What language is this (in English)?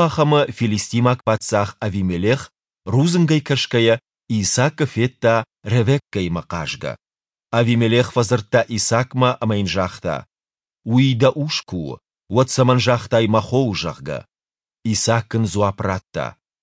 Ossetic